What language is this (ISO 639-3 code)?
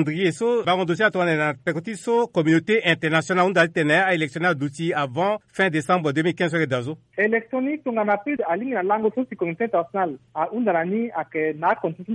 sag